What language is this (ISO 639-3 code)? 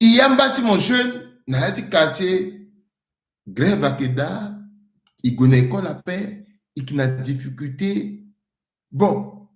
sag